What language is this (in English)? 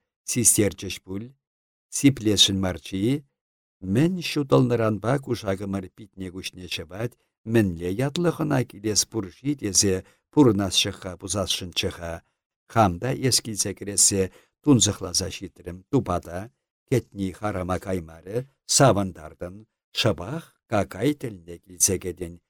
Chuvash